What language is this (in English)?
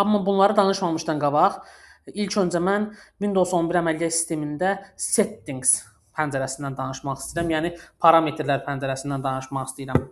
Azerbaijani